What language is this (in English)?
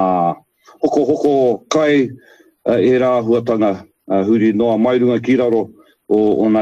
Māori